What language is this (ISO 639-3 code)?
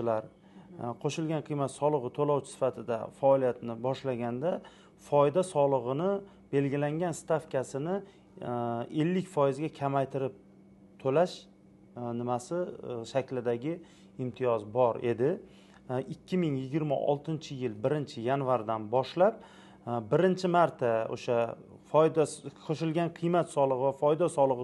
uzb